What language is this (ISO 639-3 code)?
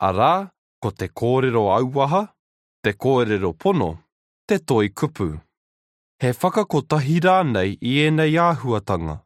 mri